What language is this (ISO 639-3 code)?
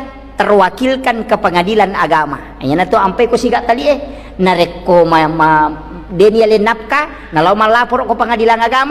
bug